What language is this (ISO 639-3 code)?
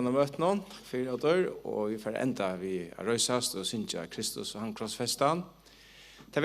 fao